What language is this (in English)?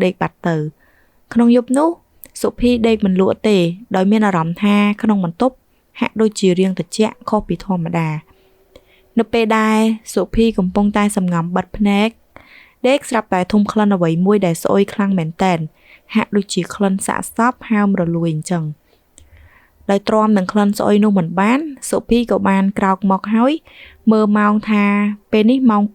Khmer